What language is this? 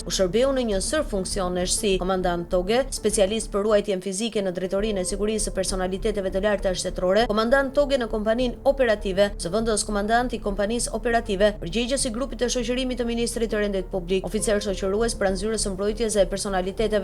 Albanian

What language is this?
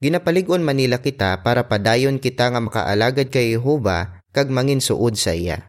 Hiligaynon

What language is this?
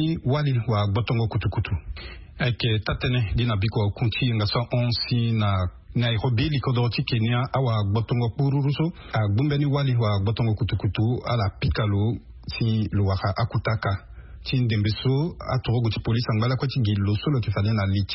Sango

